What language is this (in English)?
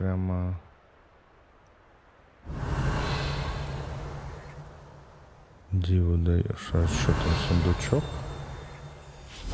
Russian